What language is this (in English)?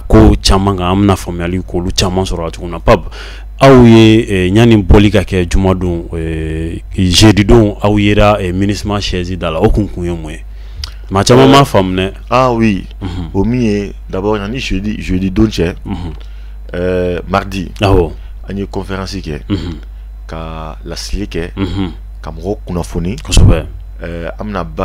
Bambara